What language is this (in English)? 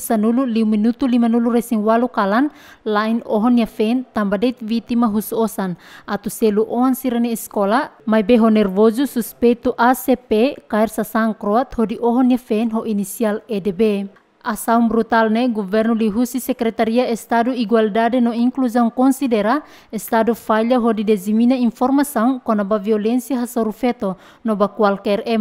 Tetum